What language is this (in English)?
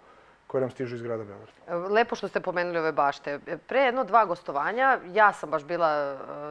Serbian